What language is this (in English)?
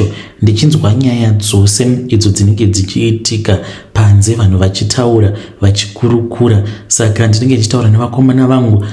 Shona